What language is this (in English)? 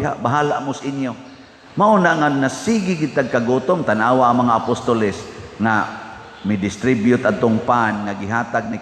Cebuano